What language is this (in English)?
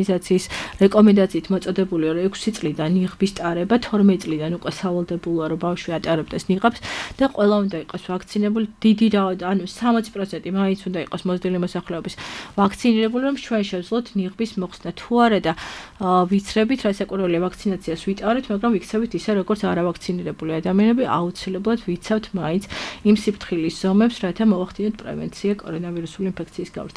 Georgian